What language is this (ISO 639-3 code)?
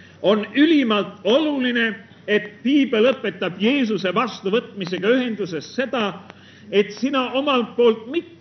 est